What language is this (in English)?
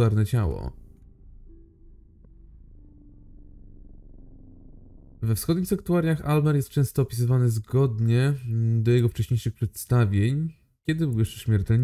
Polish